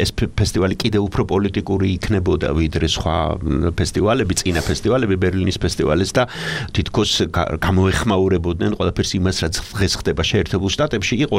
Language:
Georgian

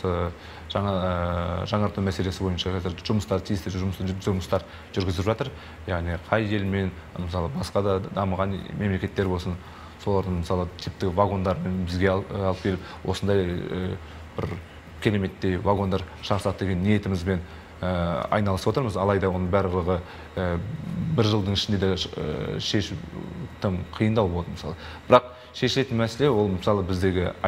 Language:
Kazakh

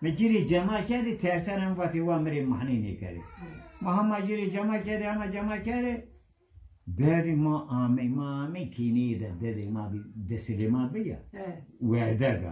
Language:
Zaza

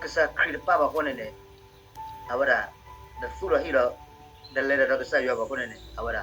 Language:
S'gaw Karen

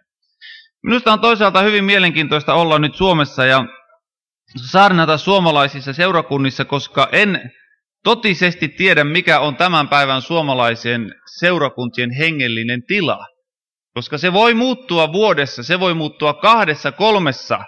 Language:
Finnish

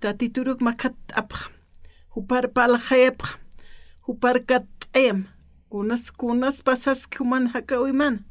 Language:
Aymara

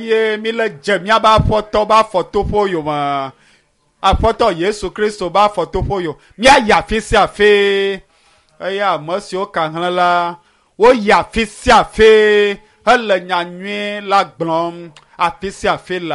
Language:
Ewe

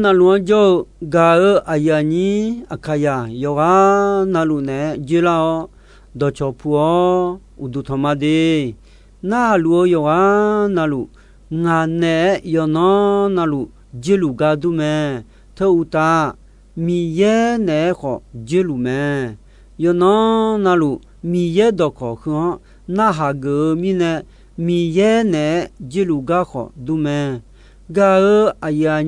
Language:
Akha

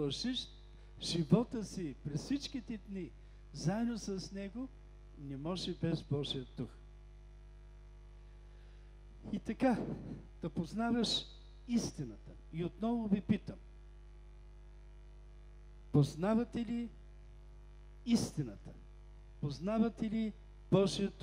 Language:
Bulgarian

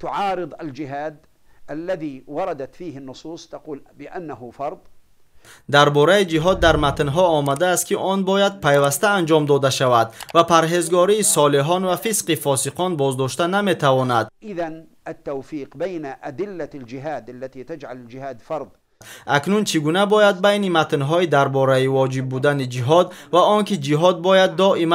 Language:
Tajik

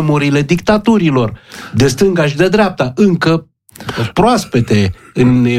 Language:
Romanian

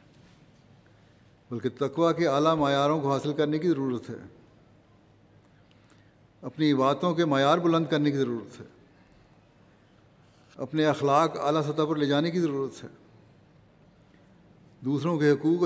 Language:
Urdu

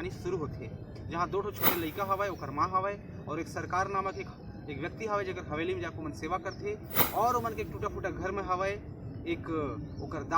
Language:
Chhattisgarhi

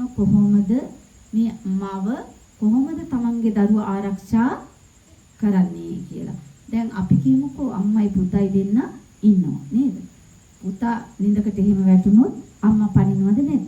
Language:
Sinhala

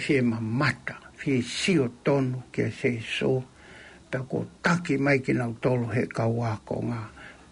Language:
Tongan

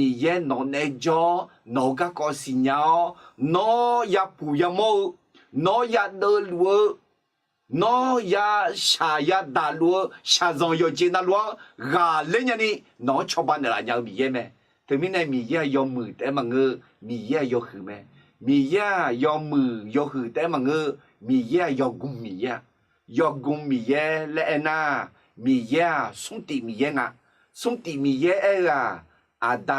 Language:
Akha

